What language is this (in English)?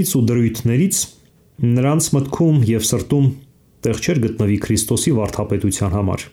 Armenian